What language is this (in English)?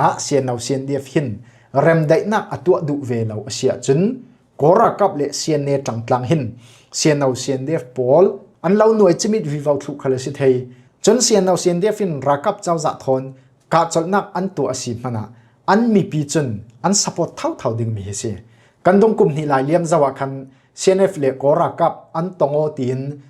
Falam Chin